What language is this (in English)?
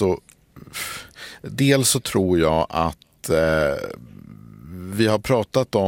Swedish